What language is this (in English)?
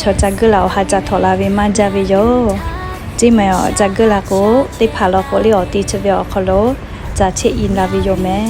Lahu